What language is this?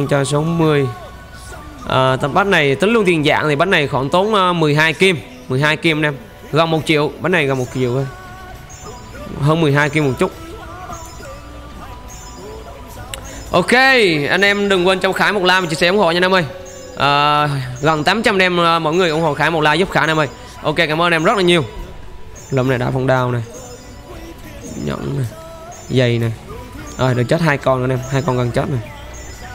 Vietnamese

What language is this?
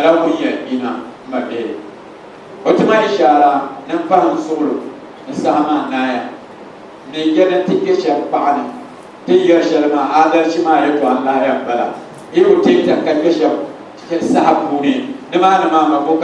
Dagbani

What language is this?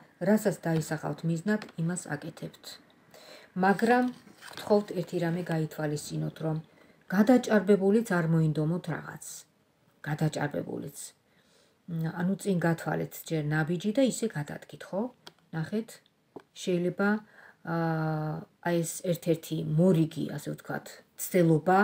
Georgian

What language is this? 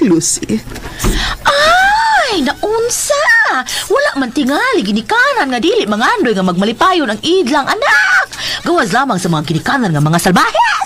Cebuano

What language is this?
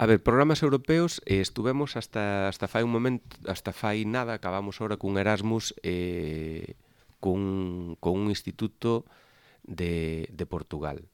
Galician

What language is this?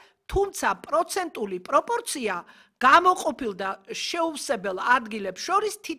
Georgian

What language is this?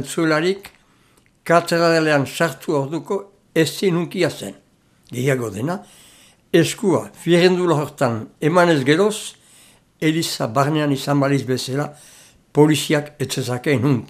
Basque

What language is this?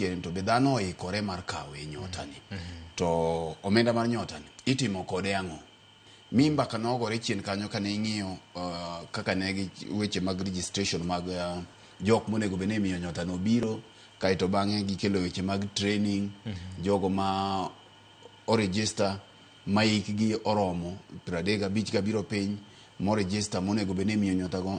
Luo (Kenya and Tanzania)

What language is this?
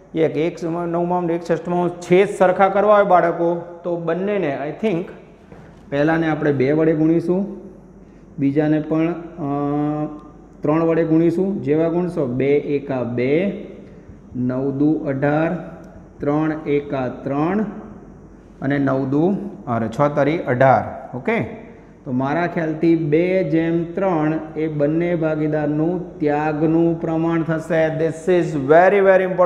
Gujarati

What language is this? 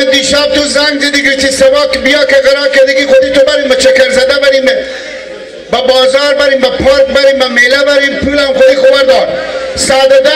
Hazaragi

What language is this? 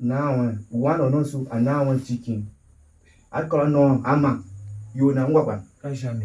Tiv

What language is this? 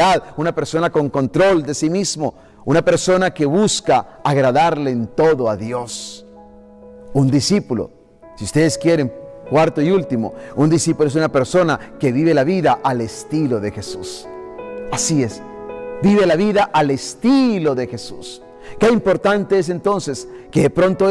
Spanish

